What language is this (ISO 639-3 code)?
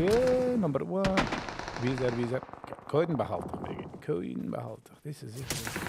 yid